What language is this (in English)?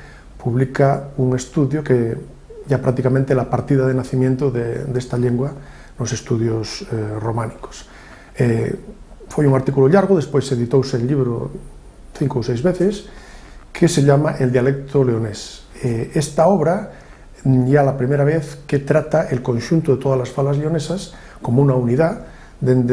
Asturian